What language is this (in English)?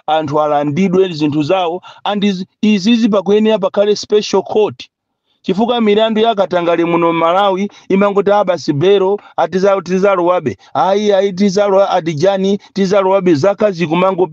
Nyanja